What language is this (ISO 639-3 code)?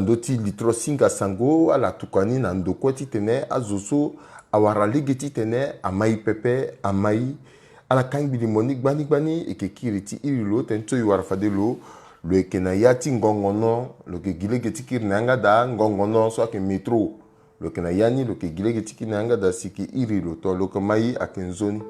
sag